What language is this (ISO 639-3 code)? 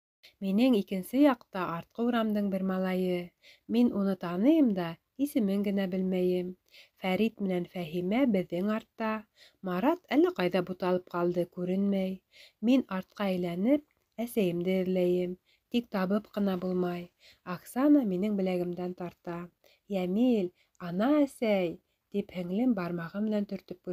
bak